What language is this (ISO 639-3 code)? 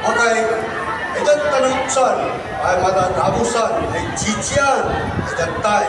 bnn